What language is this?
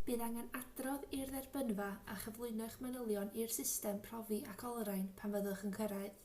Welsh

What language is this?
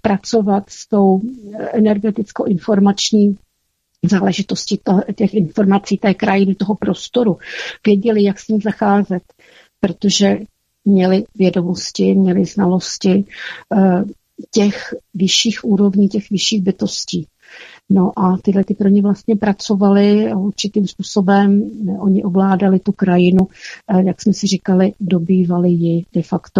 Czech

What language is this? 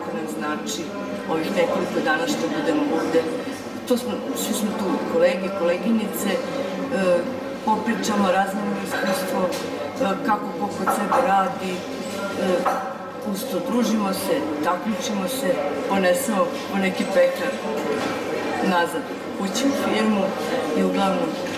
Serbian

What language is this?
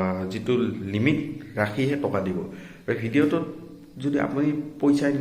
Assamese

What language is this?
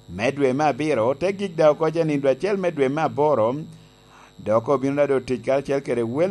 Lango (Uganda)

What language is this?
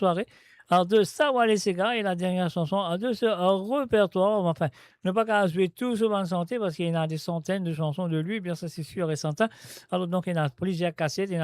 Morisyen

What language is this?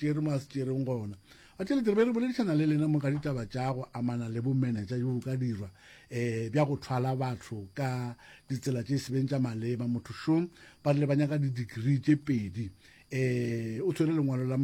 Northern Sotho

